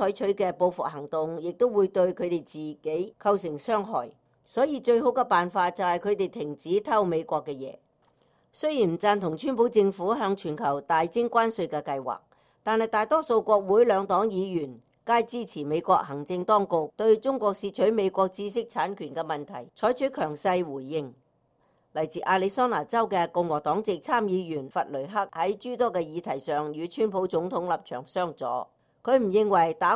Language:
Cantonese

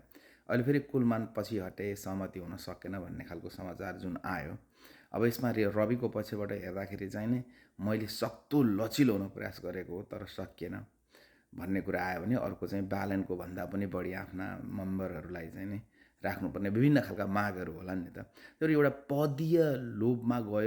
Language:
Nepali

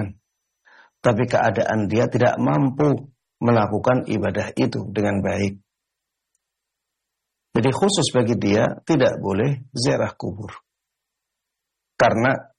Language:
Indonesian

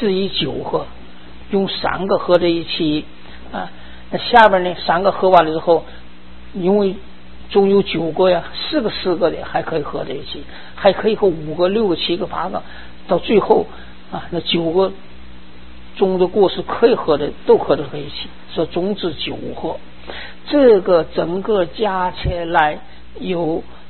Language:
Chinese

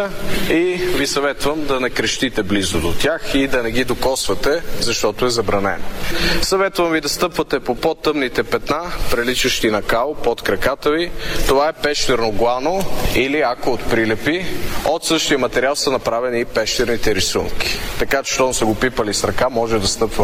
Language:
Bulgarian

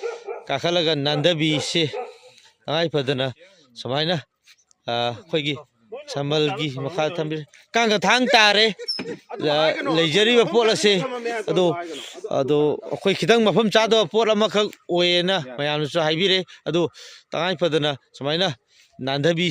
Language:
Manipuri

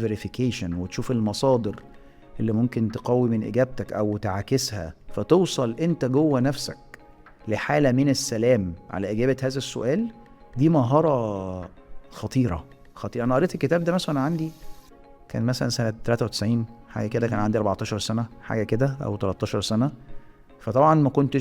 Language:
Egyptian Arabic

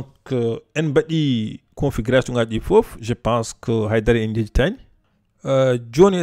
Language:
Fula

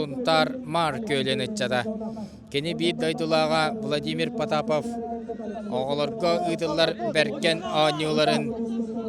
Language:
Yakut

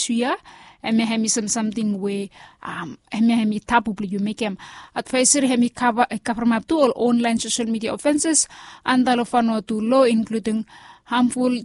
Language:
Bislama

